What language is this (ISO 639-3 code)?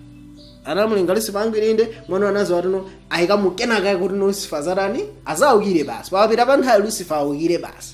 nya